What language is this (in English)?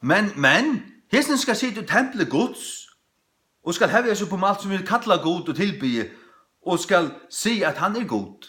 Faroese